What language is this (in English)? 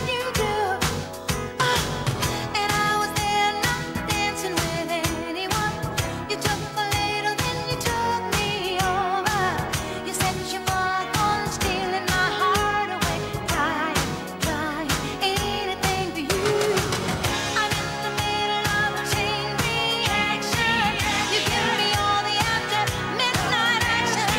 English